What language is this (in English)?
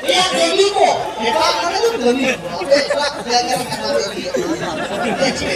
Santali